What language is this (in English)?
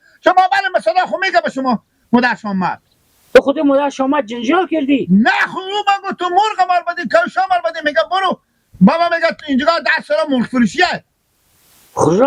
Hazaragi